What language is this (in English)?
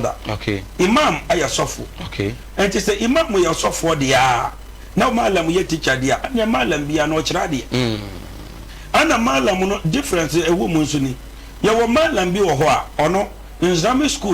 Akan